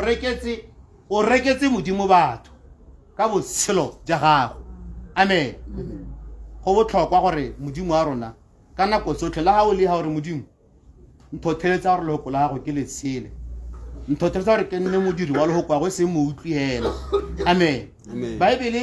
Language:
Tswana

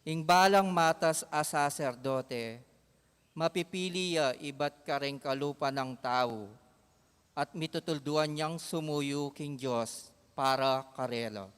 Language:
Pampanga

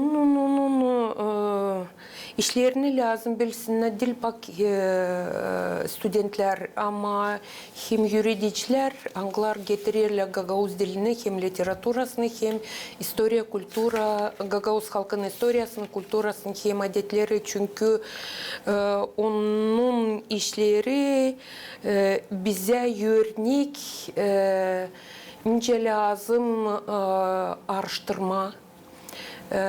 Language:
Gagauz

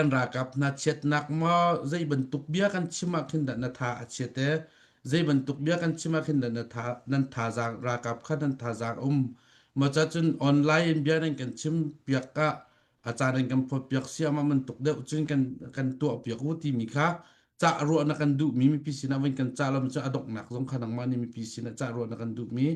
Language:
Hakha Chin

